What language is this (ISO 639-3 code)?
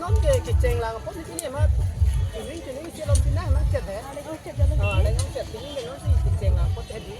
mjw